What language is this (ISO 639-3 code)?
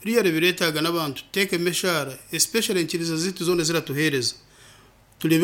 nyn